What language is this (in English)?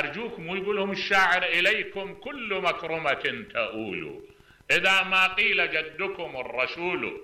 Mesopotamian Arabic